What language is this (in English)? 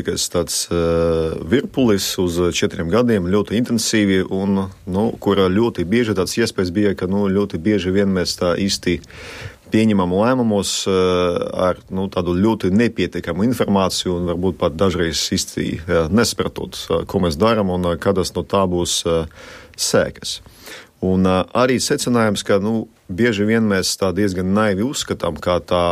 Latvian